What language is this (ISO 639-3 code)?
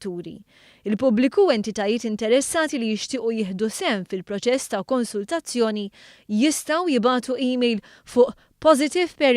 mlt